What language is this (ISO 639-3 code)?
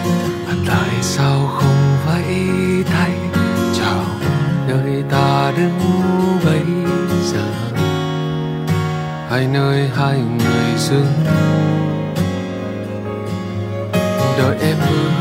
vie